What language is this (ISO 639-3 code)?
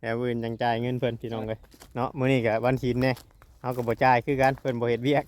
tts